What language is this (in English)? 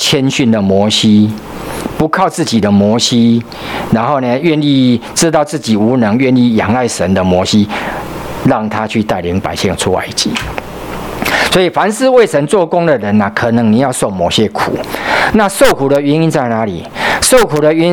Chinese